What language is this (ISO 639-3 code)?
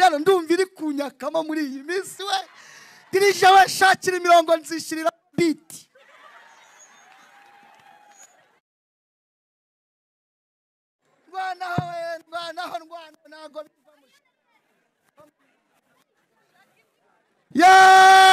kin